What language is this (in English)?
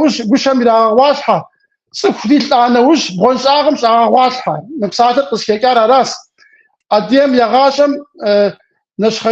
Kabardian